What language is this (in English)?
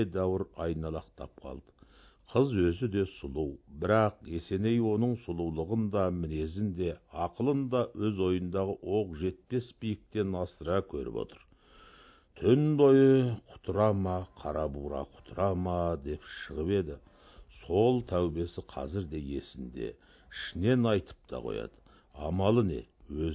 Kazakh